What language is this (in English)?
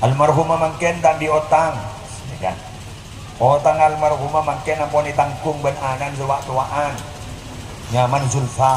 Madurese